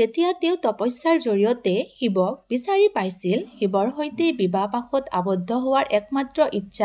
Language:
Assamese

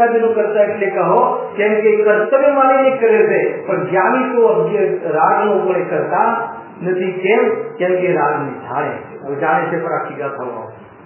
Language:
Gujarati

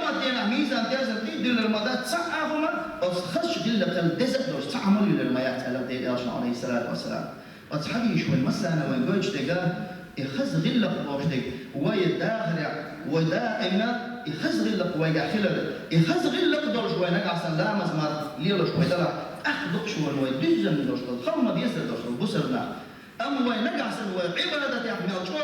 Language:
Chechen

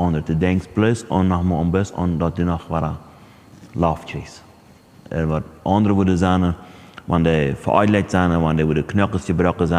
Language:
Plautdietsch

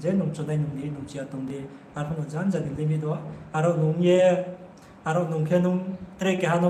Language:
Riang (India)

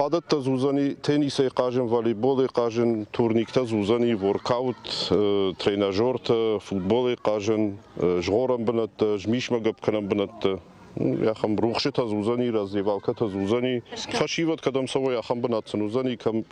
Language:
Ossetic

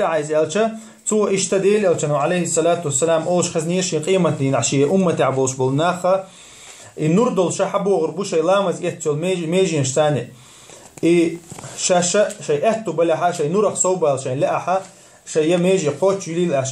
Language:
Chechen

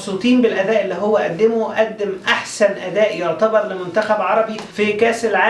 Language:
Egyptian Arabic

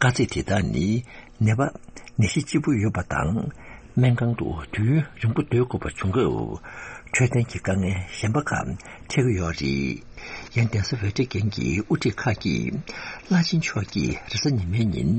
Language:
Tibetan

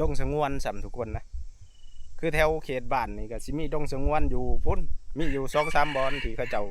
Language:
Northeastern Thai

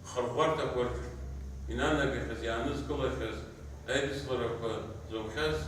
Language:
Abkhazian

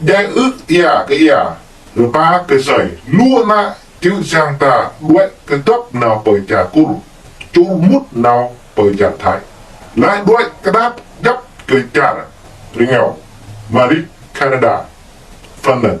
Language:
Jarai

